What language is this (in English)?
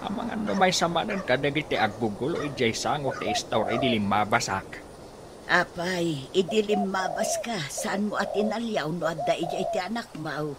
Iloko